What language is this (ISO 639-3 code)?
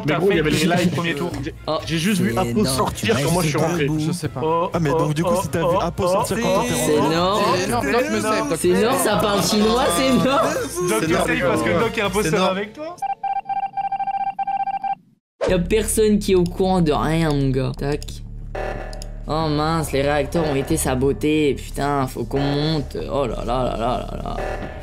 fra